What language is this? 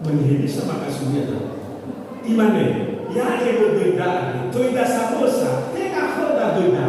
Nias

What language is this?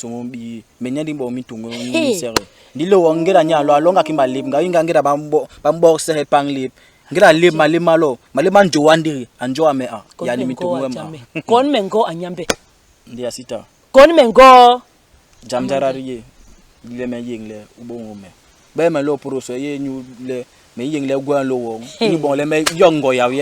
Basaa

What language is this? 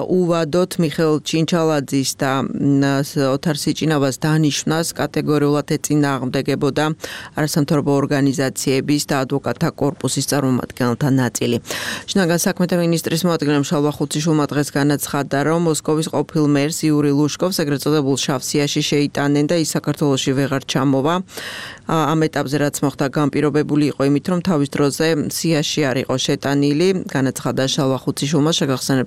Georgian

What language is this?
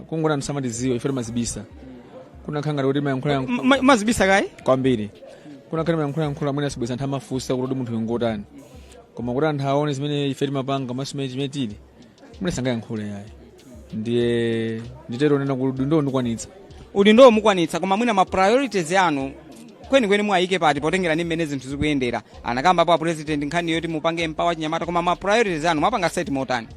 Nyanja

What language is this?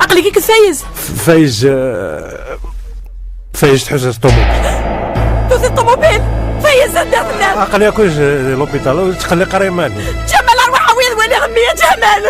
Kabyle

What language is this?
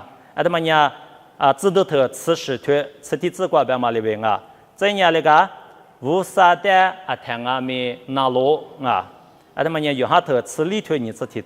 Lisu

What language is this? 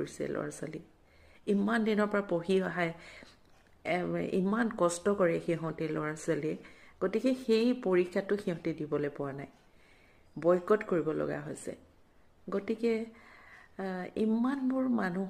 Assamese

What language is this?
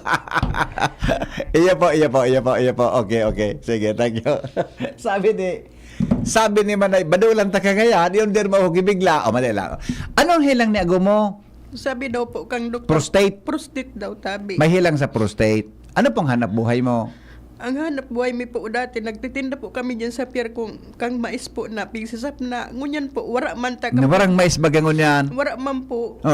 Bikol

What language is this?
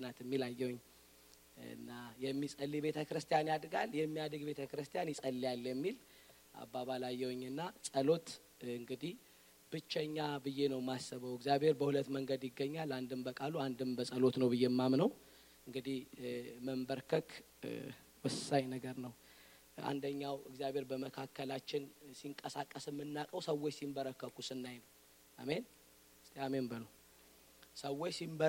Amharic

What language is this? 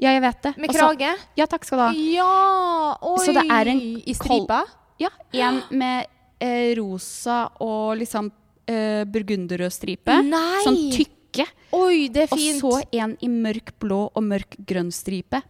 Norwegian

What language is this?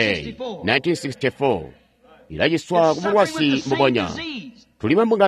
Tonga (Zambia)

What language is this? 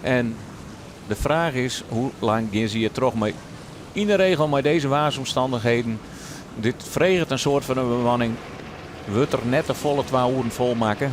Western Frisian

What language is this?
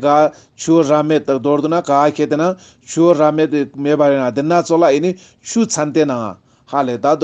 Ladakhi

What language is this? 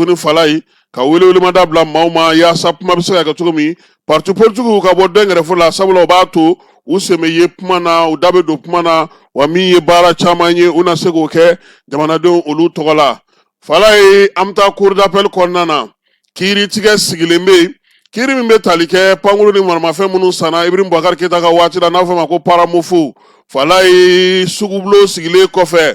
Bambara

